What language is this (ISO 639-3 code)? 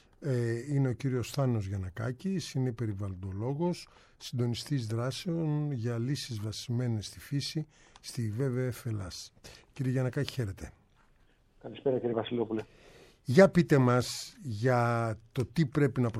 ell